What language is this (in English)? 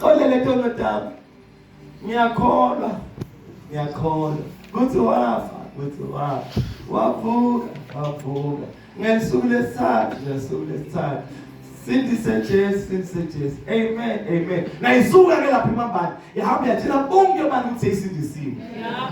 Zulu